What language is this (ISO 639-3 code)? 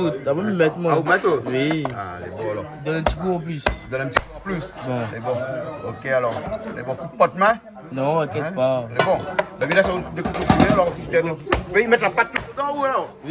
rcf